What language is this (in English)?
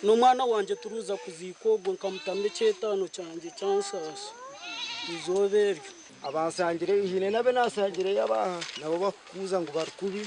Nyankole